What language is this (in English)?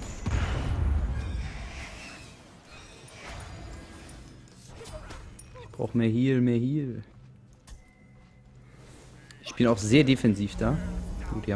German